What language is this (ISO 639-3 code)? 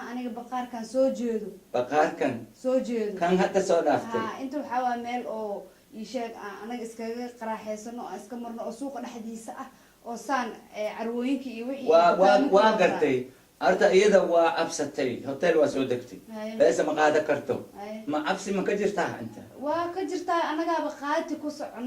som